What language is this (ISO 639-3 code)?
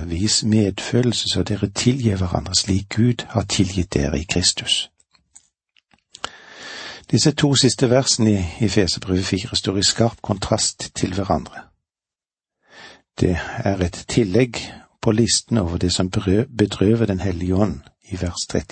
nor